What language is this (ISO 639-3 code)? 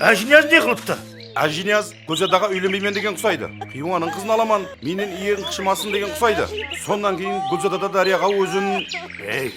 kaa